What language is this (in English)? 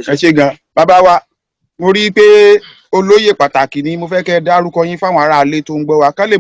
Yoruba